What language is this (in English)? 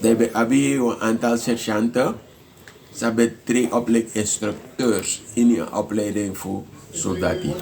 Sranan Tongo